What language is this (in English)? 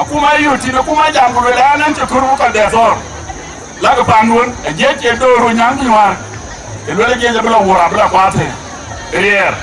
Dinka